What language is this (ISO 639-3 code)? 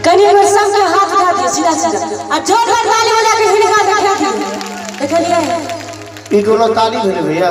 mai